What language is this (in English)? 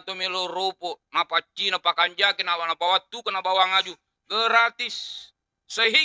Buginese